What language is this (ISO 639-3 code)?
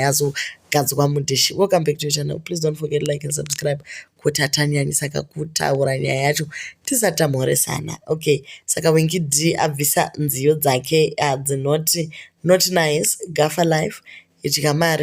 sna